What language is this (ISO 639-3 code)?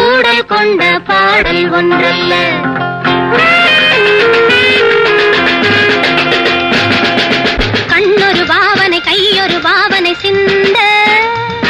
tam